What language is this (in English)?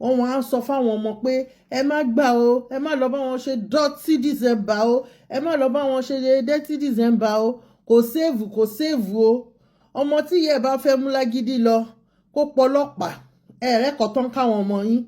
Yoruba